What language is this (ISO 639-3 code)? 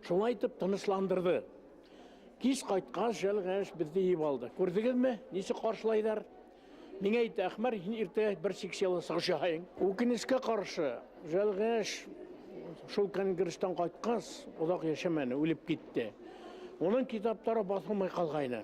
bak